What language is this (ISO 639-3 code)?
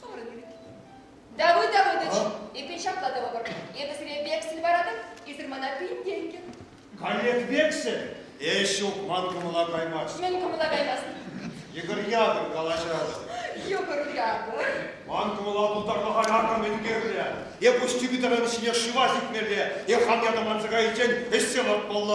chv